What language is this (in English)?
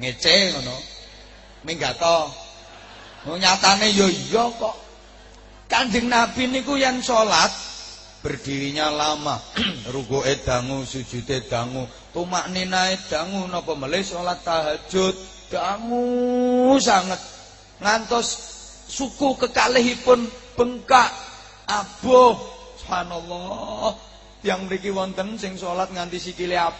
Javanese